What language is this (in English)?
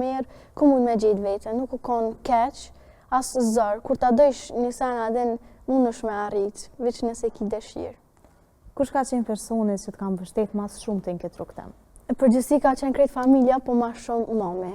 Albanian